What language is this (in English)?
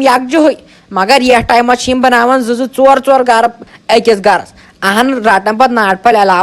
Kashmiri